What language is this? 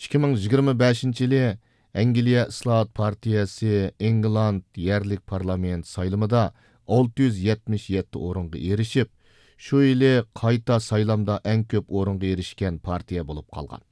Uyghur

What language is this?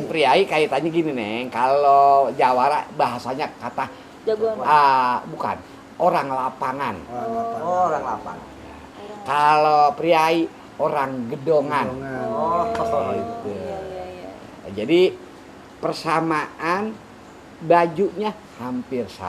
Betawi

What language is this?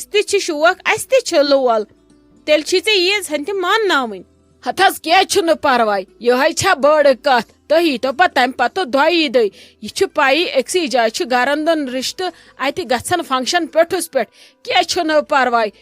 Kashmiri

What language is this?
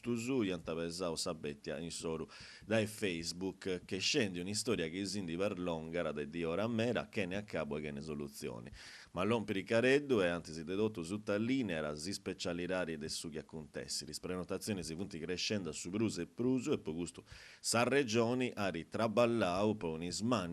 Sardinian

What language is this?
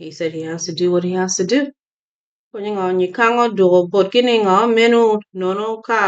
Acoli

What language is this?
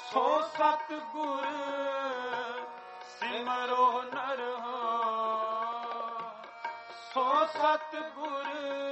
Punjabi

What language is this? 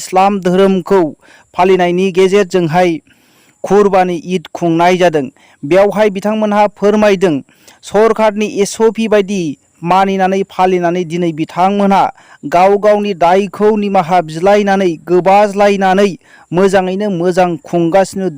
Bodo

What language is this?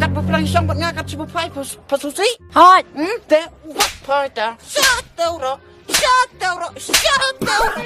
Khasi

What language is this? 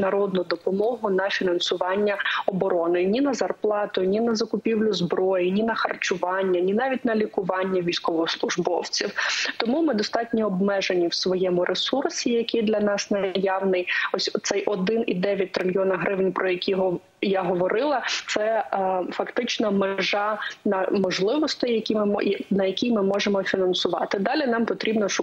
Ukrainian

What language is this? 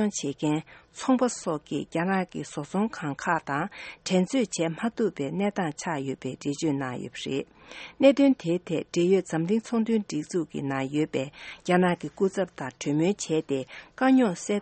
Tibetan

